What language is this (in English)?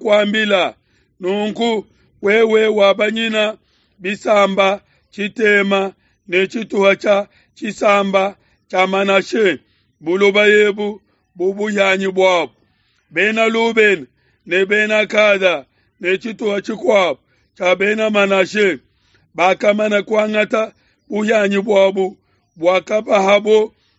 Luba-Lulua